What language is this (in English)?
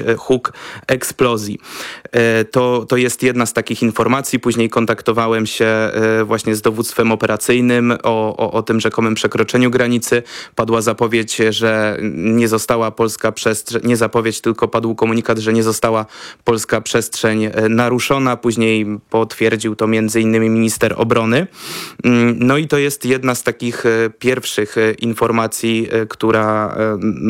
Polish